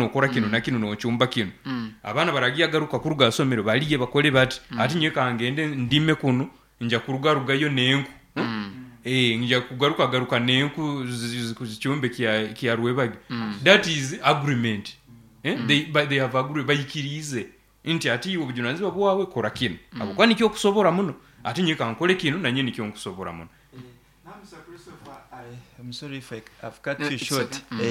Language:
Nyoro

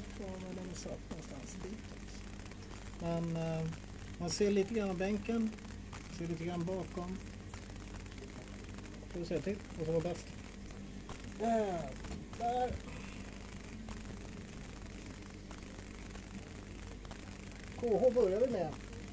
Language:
Swedish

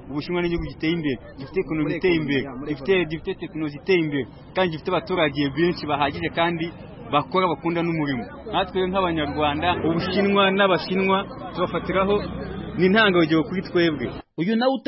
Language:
Kinyarwanda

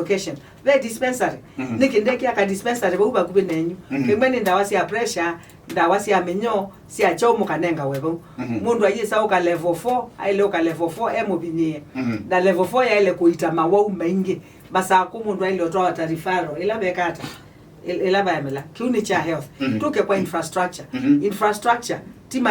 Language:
Kamba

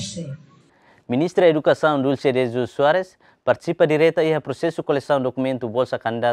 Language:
Tetum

